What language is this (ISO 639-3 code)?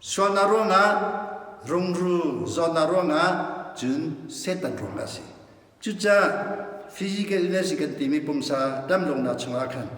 cnh